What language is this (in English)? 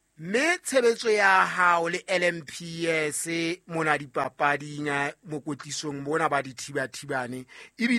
Southern Sotho